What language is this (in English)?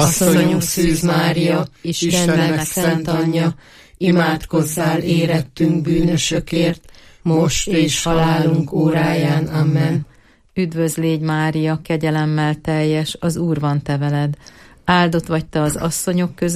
Hungarian